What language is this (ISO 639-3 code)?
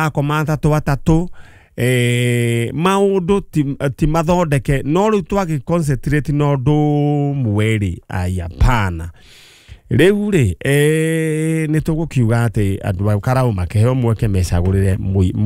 kik